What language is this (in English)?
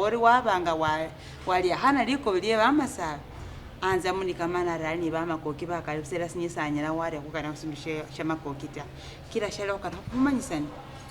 Masaaba